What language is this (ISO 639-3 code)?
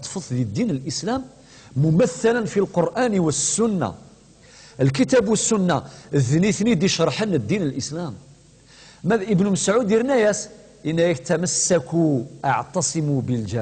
kab